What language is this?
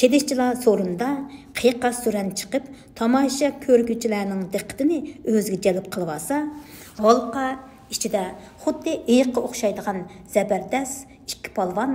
Uyghur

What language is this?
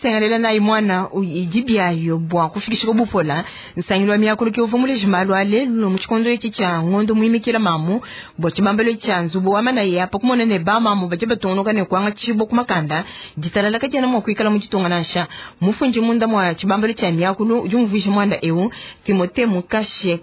Luba-Lulua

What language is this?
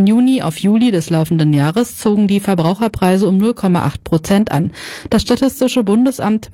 German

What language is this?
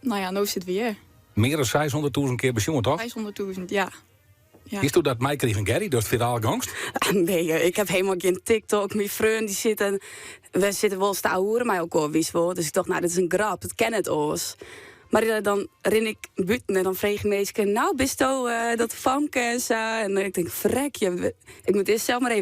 Western Frisian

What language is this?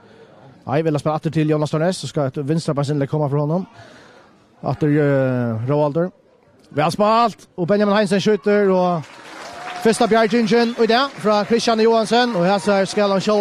Faroese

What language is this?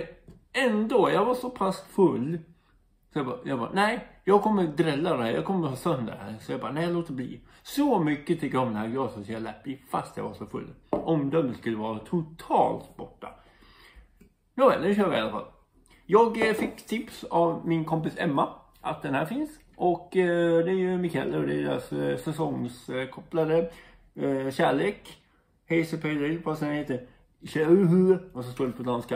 Swedish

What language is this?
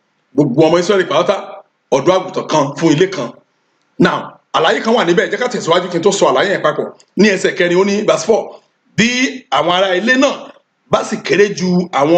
Yoruba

